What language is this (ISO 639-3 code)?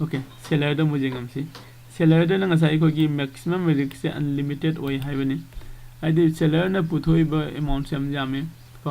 mni